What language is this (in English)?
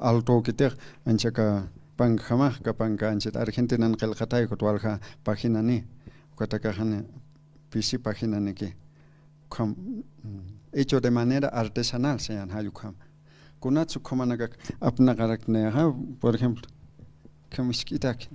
Aymara